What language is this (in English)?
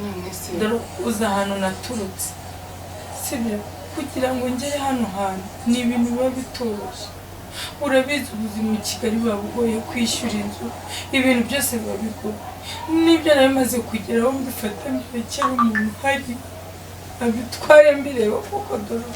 Kinyarwanda